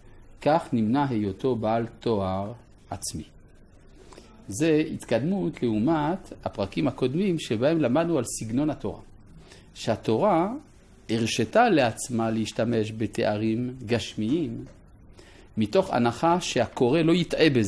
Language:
Hebrew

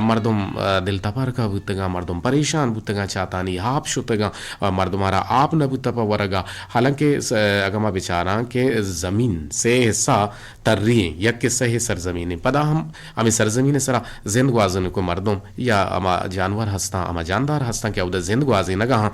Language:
Eastern Balochi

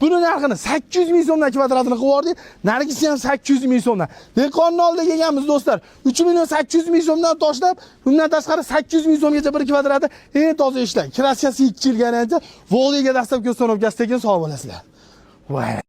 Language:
Uzbek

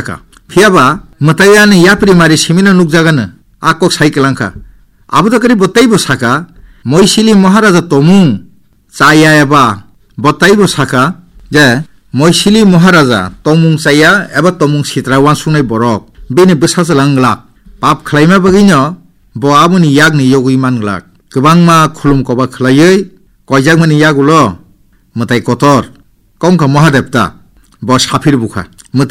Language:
Kok Borok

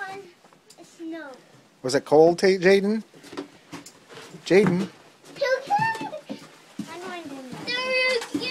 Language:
English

